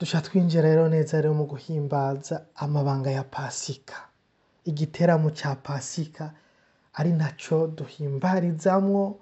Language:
Rundi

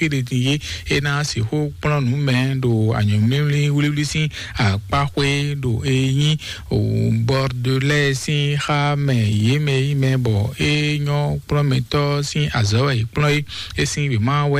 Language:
Fon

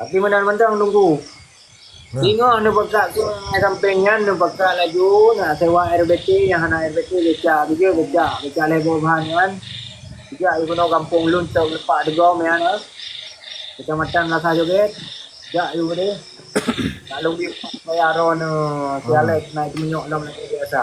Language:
Achinese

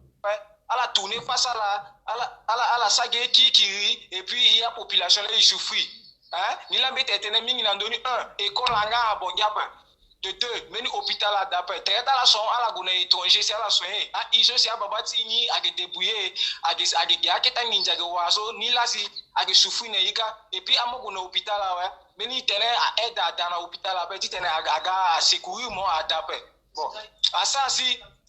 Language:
Sango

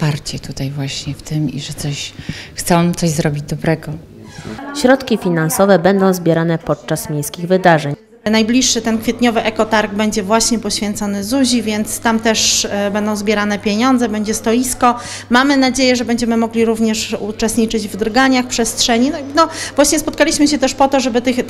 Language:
Polish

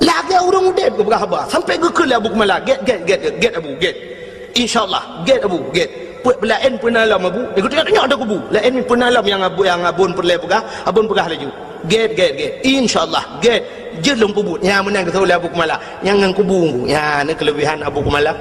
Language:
Achinese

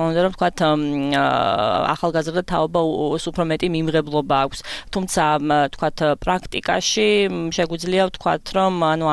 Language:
Georgian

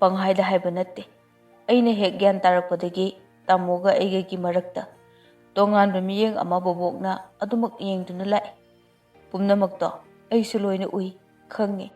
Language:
Manipuri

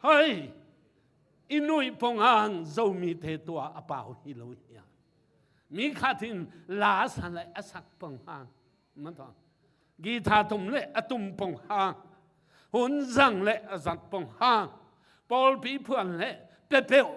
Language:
Tedim Chin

